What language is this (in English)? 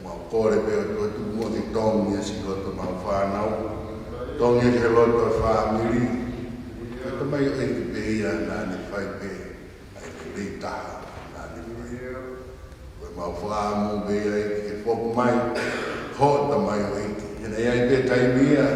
Tongan